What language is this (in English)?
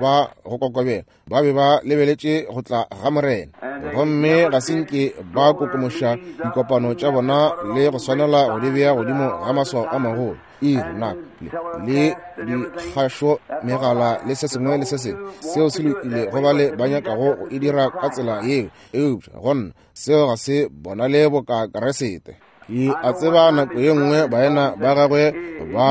Northern Sotho